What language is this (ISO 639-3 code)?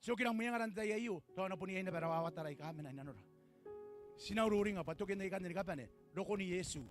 gil